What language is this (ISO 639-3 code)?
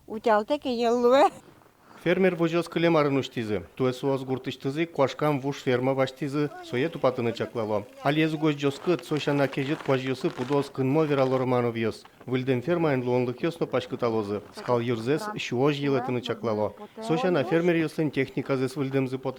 udm